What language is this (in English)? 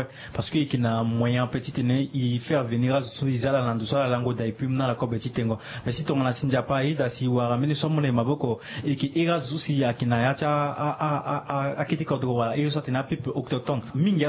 Sango